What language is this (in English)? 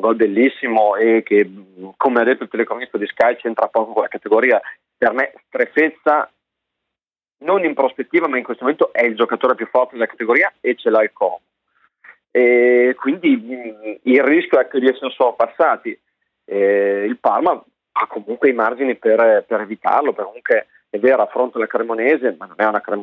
Italian